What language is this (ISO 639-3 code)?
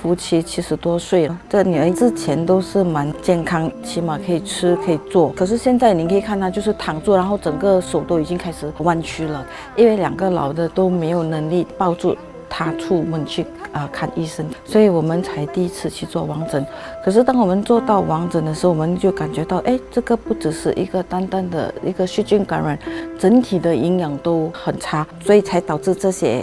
zho